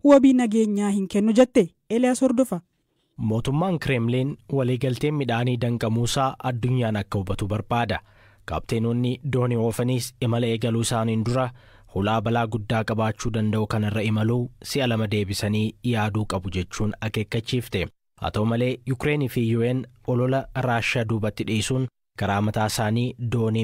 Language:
Oromo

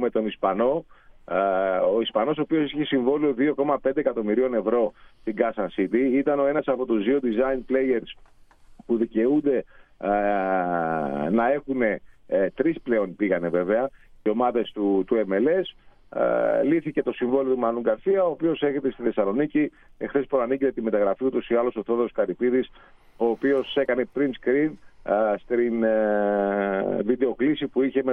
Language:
Greek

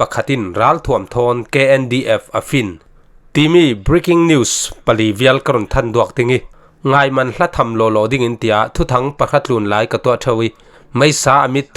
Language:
Falam Chin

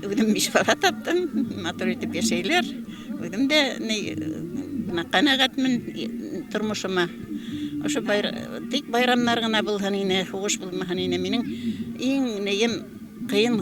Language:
Bashkir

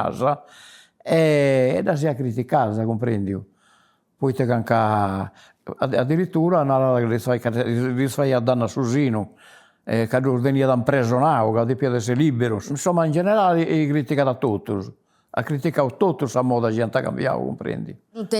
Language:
Sardinian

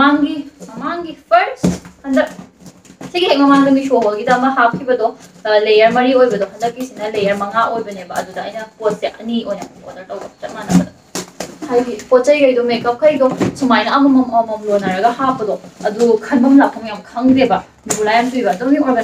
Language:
Manipuri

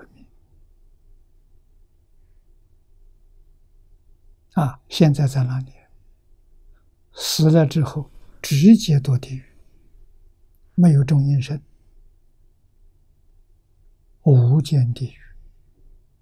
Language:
Chinese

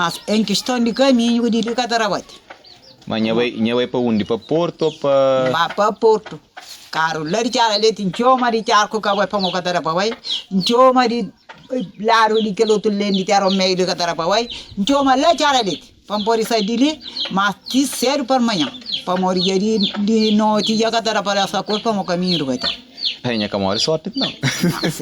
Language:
Kabuverdianu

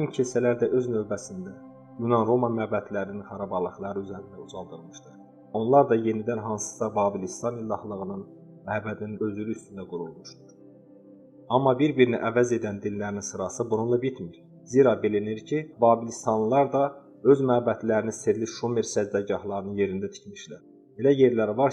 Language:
Azerbaijani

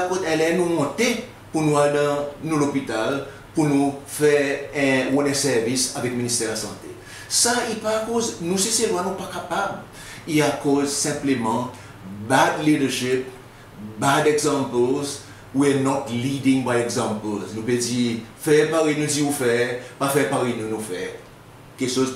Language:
Seselwa Creole French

